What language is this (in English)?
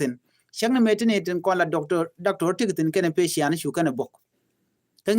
Nuer